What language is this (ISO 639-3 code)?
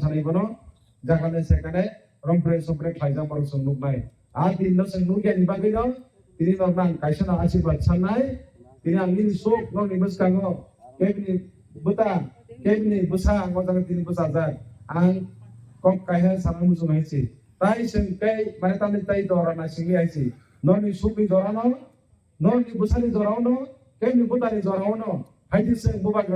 trp